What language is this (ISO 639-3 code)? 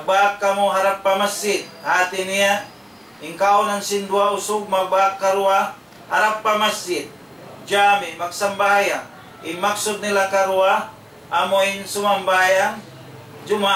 tsg